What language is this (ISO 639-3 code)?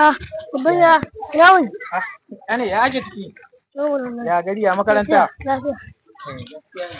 hau